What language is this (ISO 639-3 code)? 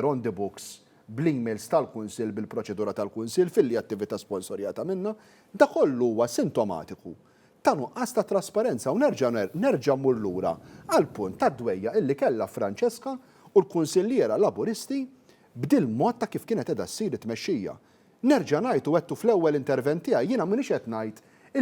mlt